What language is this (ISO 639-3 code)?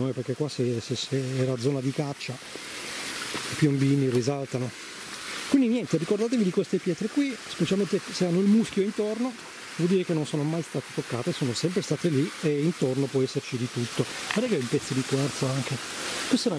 ita